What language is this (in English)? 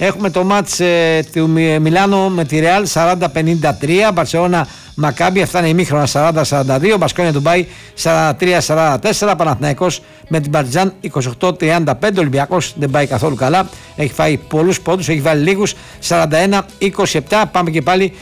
Greek